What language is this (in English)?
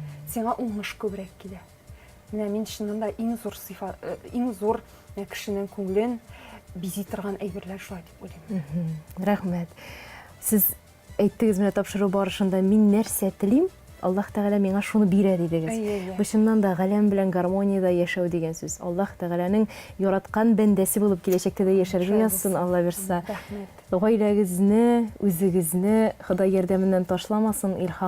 Tatar